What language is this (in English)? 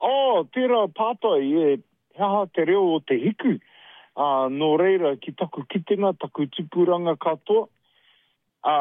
Māori